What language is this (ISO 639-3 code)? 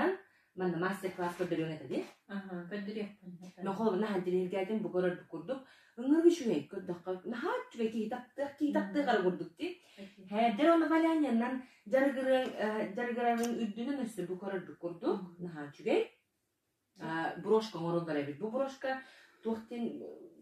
sah